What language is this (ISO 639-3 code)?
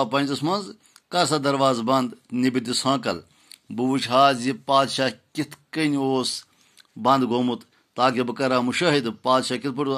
kas